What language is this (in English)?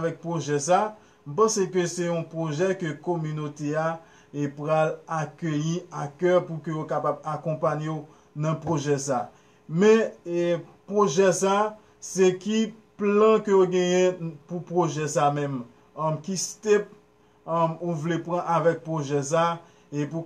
Haitian Creole